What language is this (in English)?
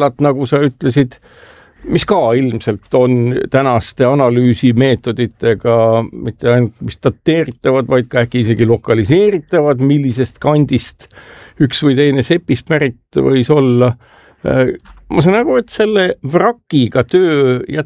Estonian